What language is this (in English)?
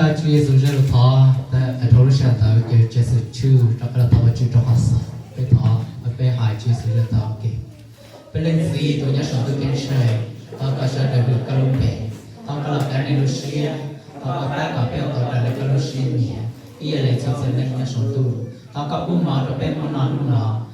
Hmong